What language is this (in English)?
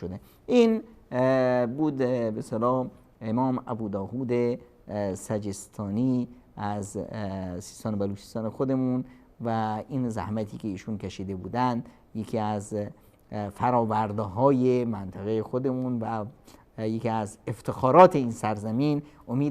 Persian